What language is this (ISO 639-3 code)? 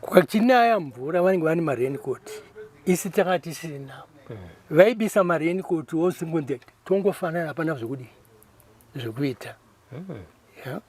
sna